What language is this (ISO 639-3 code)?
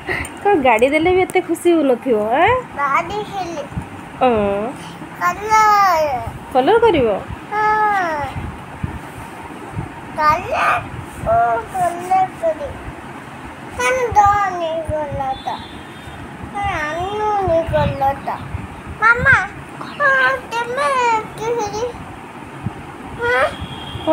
ori